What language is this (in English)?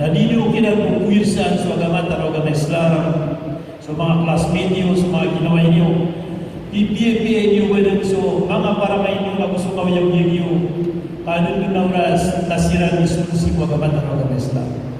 Maranao